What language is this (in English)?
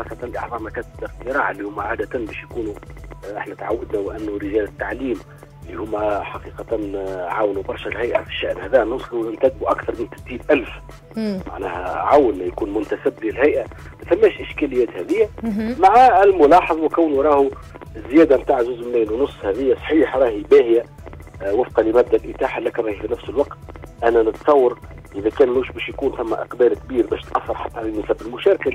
Tunisian Arabic